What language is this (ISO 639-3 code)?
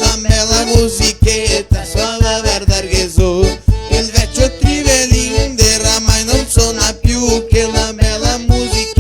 vec